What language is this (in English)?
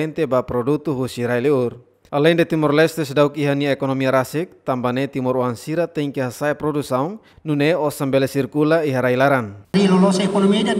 Tetum